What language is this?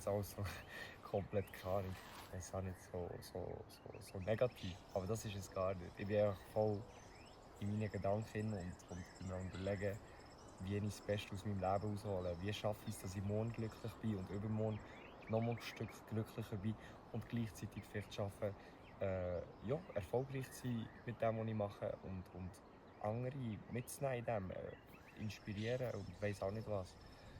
Swiss German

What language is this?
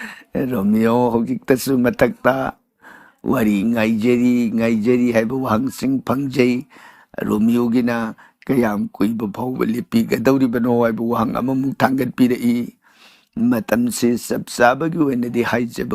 Manipuri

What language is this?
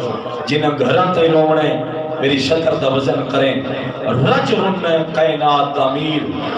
Saraiki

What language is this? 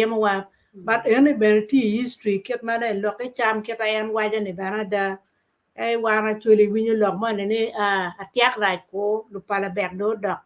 Acoli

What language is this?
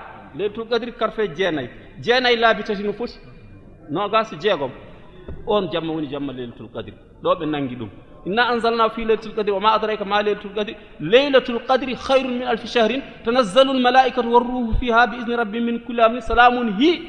Fula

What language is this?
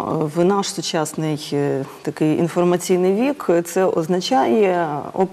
Ukrainian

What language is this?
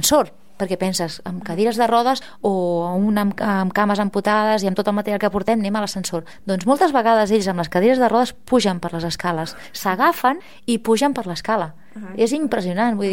Catalan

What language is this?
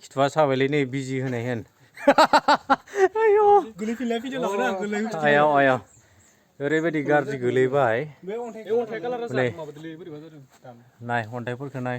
Bodo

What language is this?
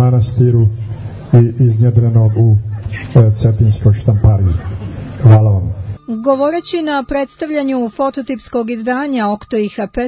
Serbian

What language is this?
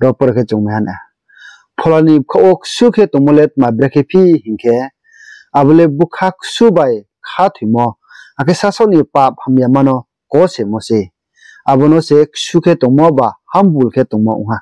Riang (India)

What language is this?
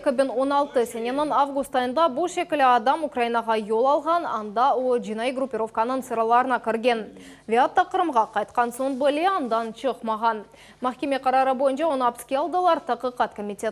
Crimean Tatar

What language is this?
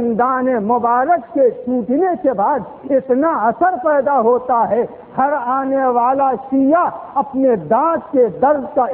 Urdu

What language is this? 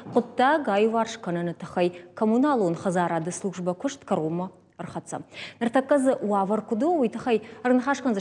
Ossetic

